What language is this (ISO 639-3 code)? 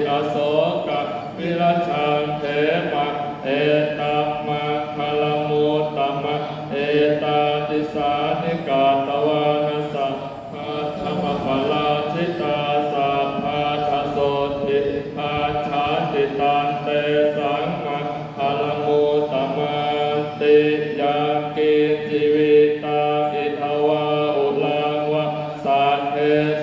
pli